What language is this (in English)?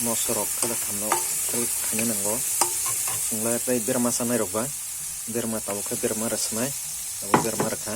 Kok Borok